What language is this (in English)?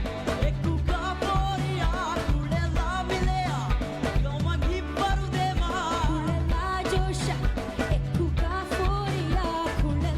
Divehi